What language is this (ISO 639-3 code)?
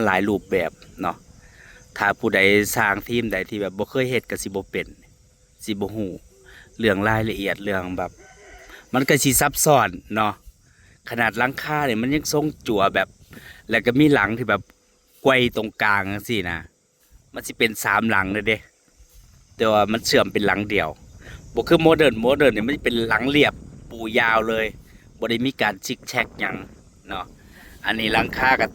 tts